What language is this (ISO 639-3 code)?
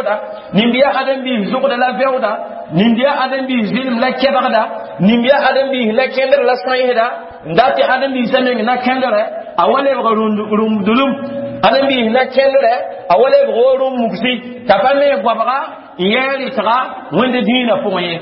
mos